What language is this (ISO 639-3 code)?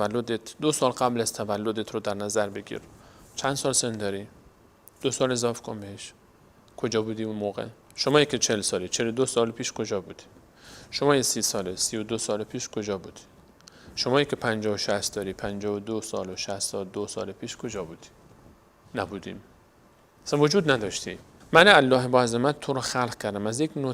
fas